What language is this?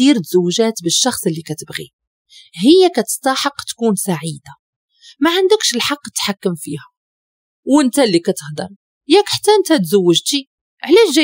Moroccan Arabic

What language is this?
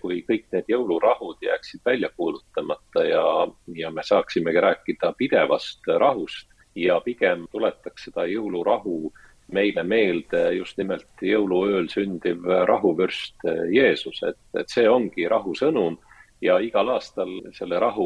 Estonian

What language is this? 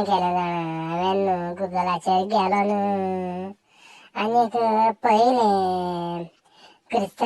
Konkani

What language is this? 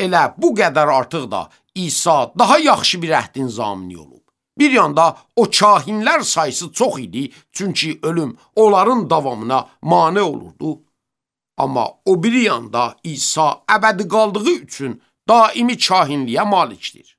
Azerbaijani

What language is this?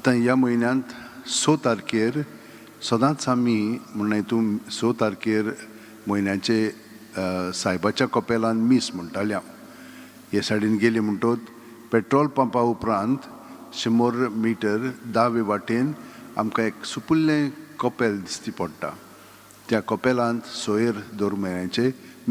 Konkani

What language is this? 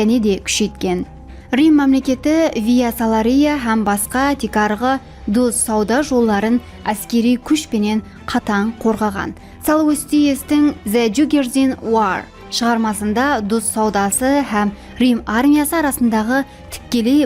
Kara-Kalpak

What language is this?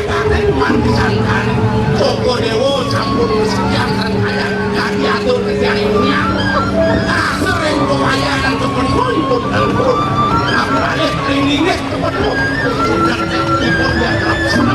Balinese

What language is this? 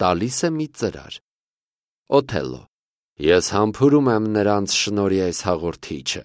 Armenian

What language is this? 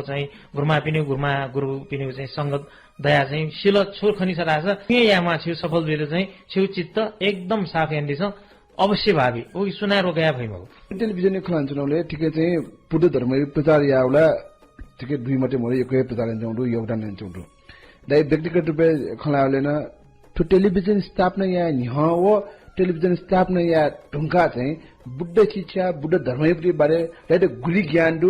Newari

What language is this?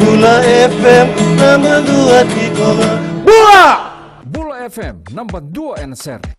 Fijian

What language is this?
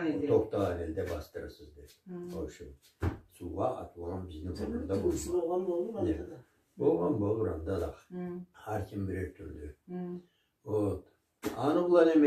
Karachay-Balkar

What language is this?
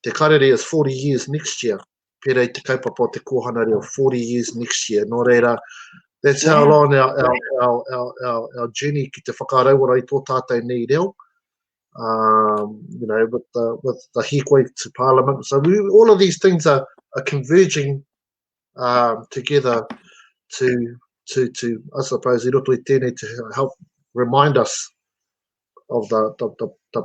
Māori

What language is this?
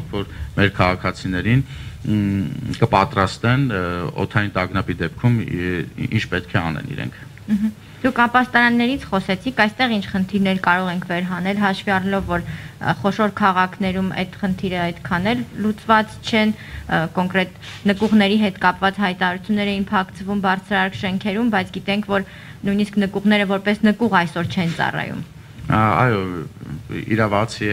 Armenian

